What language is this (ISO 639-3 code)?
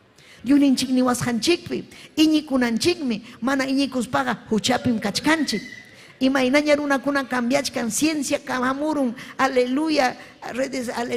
quy